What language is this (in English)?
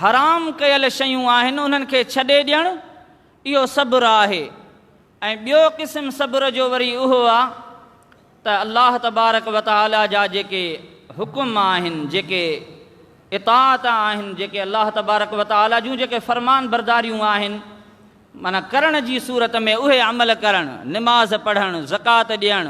Sindhi